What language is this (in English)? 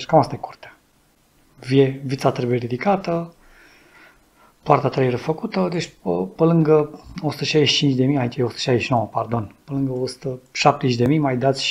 Romanian